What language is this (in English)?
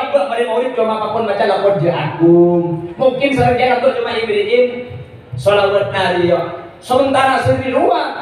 Madurese